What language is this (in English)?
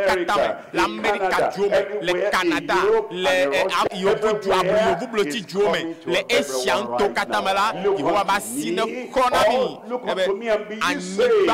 Ewe